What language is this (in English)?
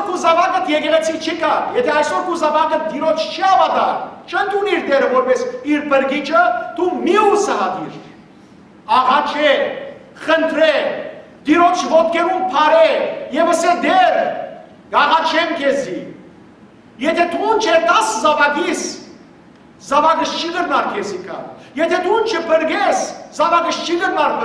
Western Armenian